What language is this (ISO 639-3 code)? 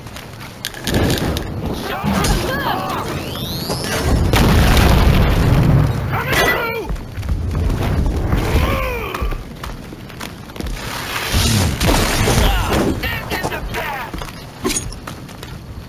eng